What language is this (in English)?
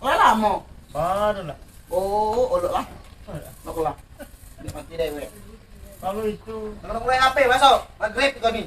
Musi